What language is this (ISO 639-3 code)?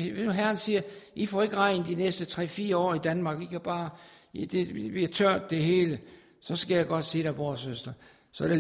dan